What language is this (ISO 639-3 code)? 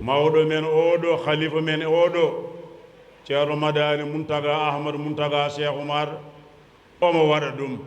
ful